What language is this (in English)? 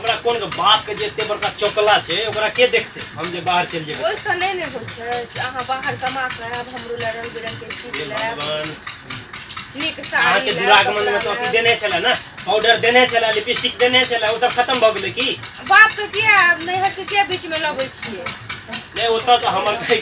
Maithili